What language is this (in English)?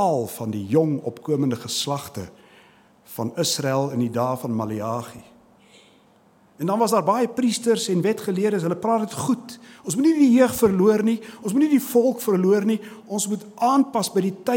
Afrikaans